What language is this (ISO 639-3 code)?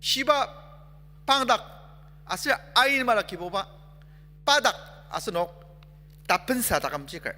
njo